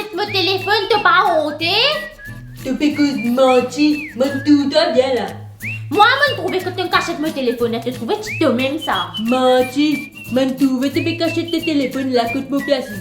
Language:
Morisyen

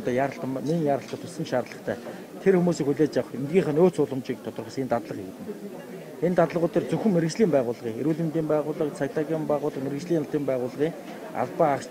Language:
Mongolian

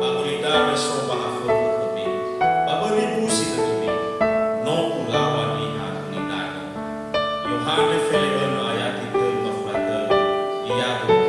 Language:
Nias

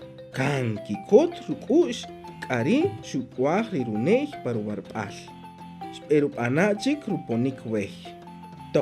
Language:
Kaqchikel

